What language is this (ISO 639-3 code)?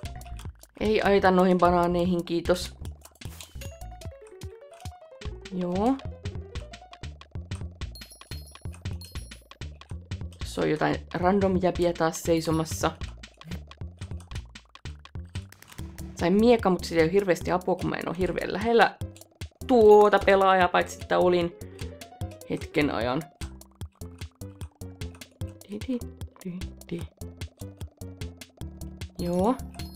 fin